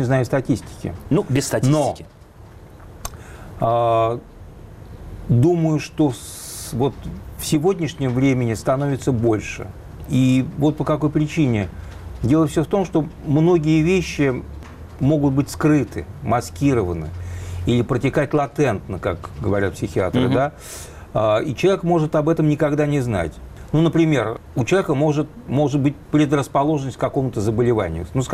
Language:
Russian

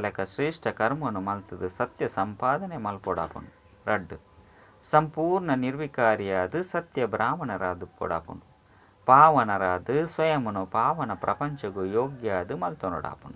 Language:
Tulu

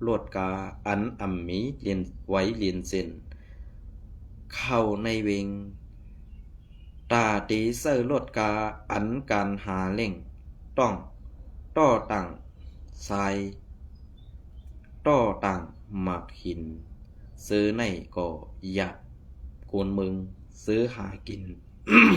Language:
Shan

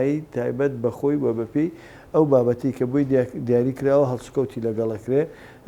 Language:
Central Kurdish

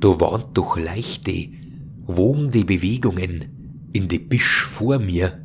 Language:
Bavarian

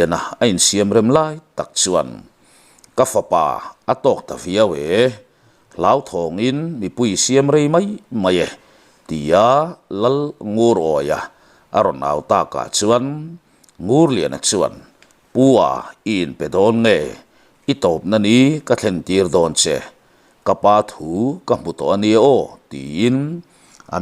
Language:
Mizo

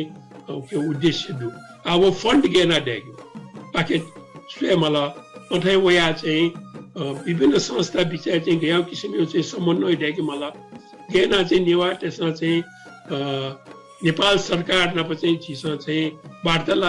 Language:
Newari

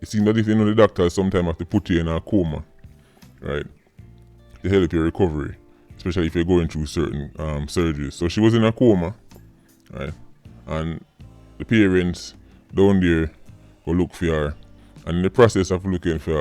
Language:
Jamaican Creole English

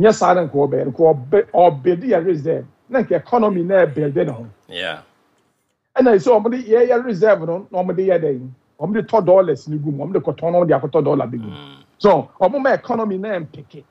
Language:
Akan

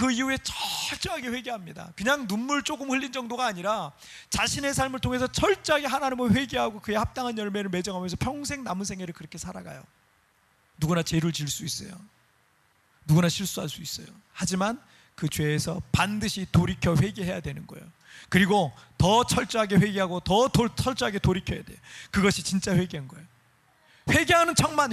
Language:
Korean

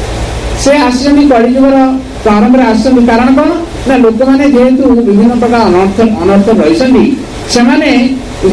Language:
Odia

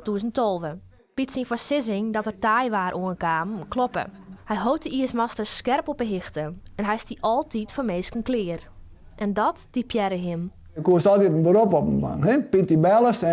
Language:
Western Frisian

